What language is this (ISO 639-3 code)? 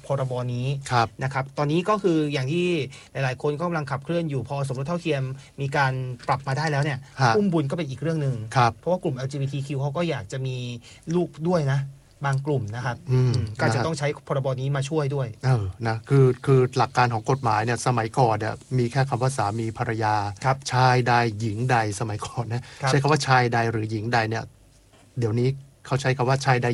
tha